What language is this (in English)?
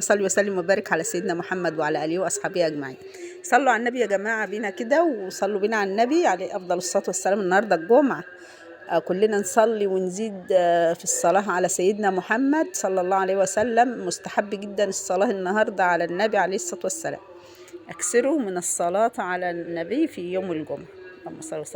Egyptian Arabic